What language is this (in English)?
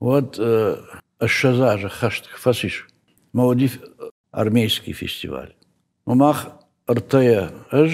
Ossetic